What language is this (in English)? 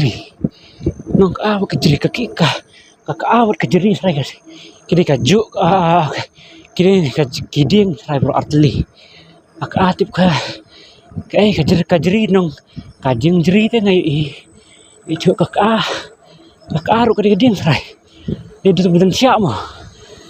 Khasi